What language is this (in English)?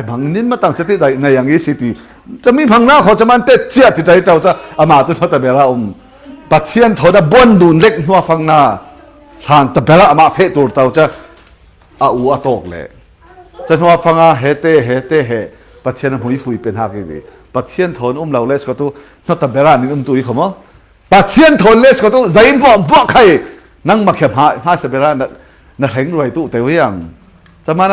Falam Chin